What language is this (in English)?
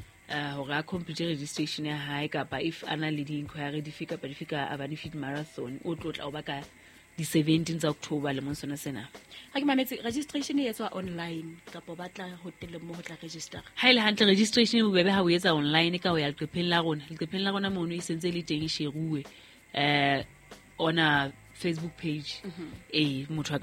Southern Sotho